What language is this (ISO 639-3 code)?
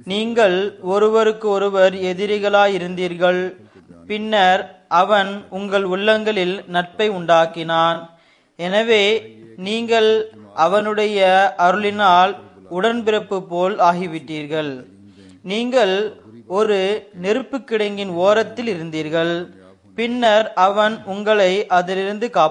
tam